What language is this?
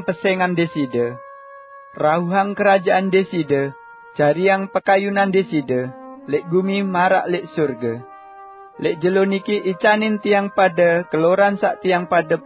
Sasak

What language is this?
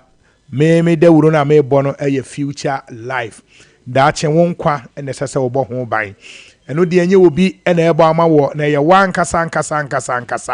Akan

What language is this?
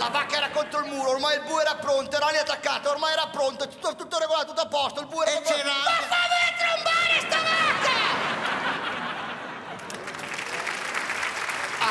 Italian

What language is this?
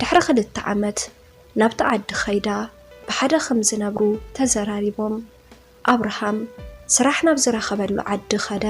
Tigrinya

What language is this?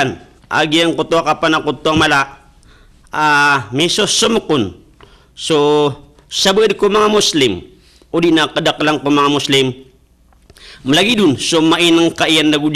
Maranao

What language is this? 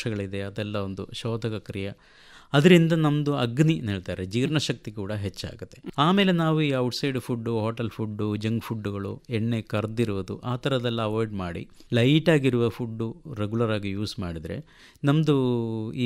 Kannada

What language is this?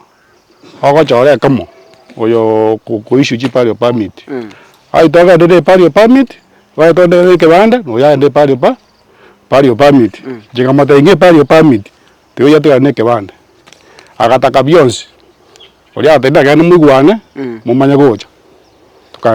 Gusii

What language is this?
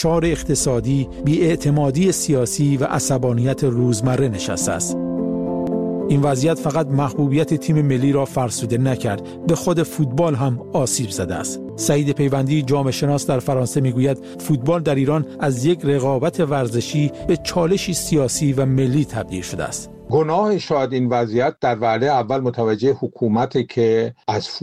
Persian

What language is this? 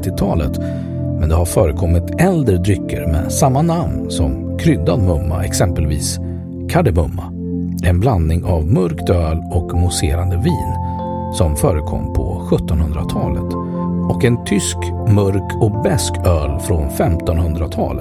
Swedish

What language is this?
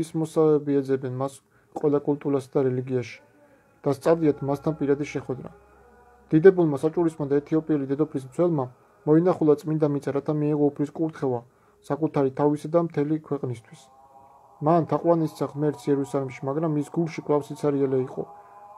Georgian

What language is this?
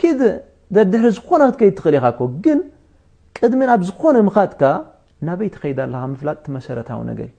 Tigrinya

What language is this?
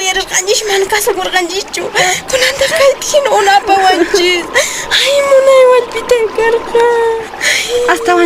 Quechua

